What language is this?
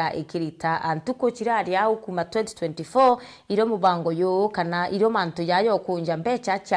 Meru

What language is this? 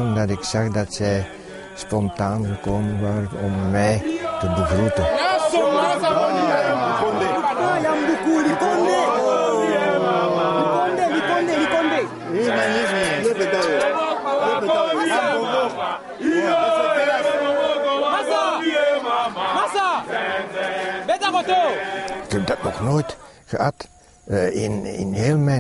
Dutch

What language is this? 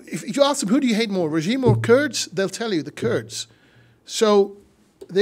English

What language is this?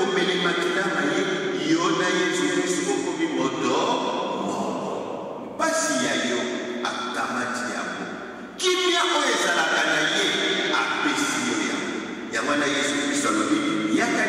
Lingala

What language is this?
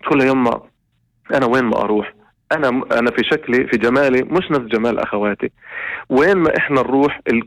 North Levantine Arabic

